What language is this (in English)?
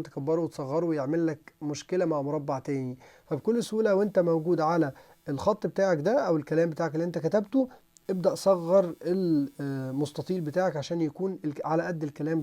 Egyptian Arabic